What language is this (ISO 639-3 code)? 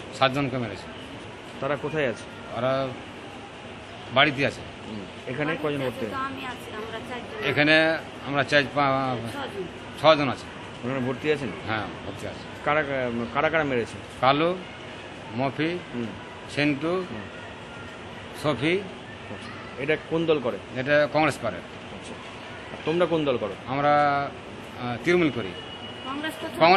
ben